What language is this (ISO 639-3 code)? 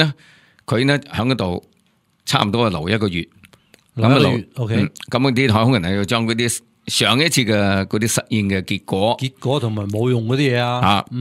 yue